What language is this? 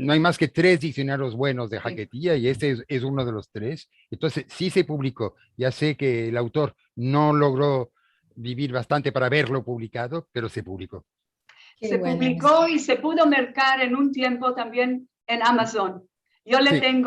Ladino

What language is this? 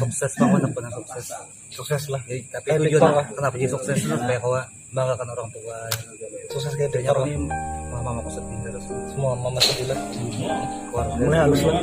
Banjar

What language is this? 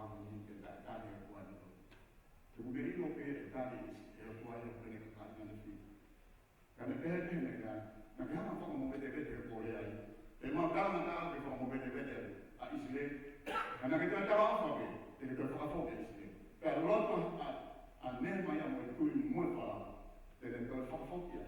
Tongan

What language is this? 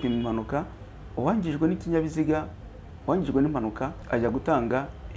Kinyarwanda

